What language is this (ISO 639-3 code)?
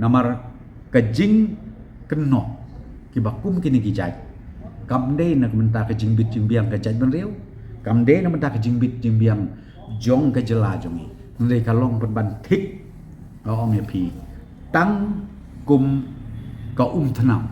kha